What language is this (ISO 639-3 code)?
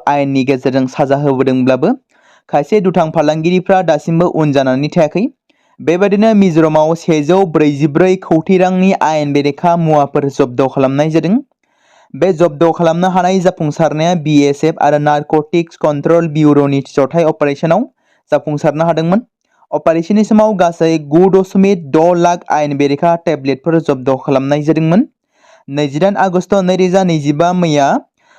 brx